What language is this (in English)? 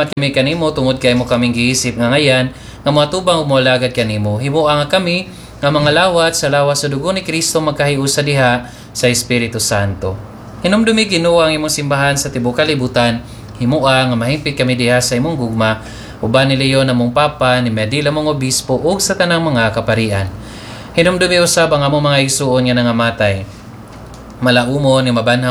Cebuano